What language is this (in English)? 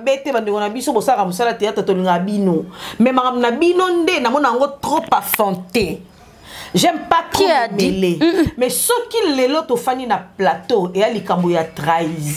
Lingala